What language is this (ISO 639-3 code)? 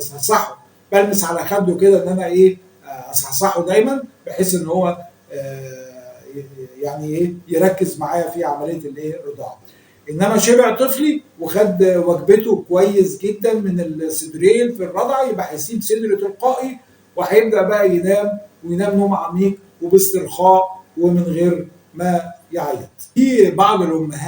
arz